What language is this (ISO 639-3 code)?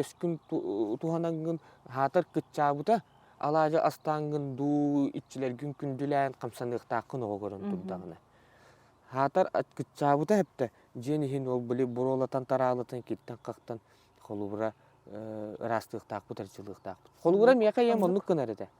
sah